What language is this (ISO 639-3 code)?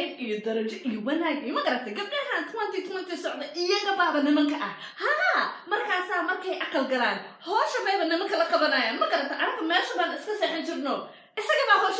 som